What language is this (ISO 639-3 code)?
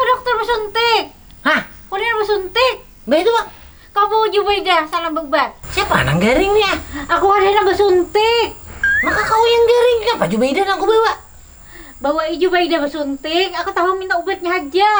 bjn